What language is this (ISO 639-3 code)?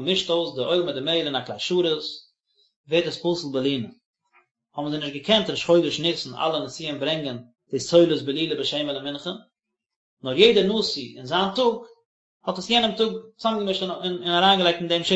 yid